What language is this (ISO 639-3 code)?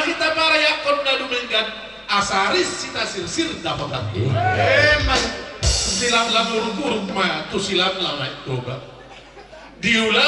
bbc